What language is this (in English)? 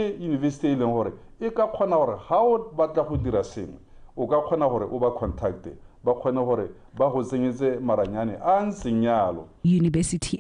Tswana